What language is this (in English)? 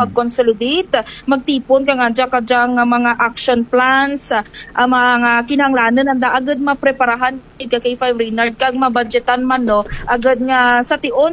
Kinaray-a